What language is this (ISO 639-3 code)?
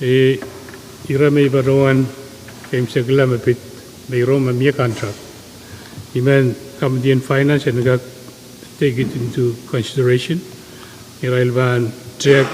pon